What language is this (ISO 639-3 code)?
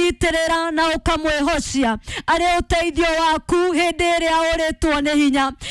kik